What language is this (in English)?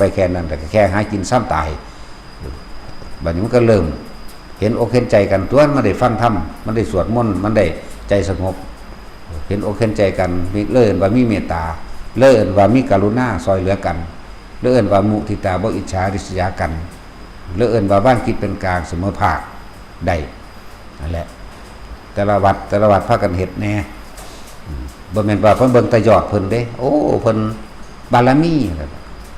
Lao